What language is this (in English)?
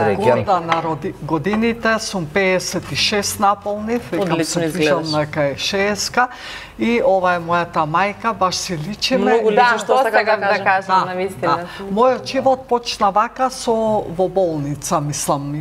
Macedonian